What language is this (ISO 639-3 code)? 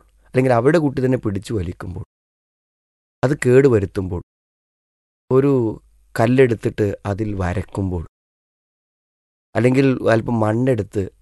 mal